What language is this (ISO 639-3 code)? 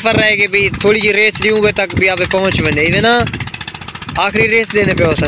skr